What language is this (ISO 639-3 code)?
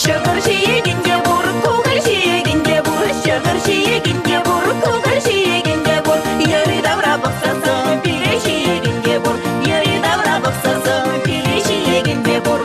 chv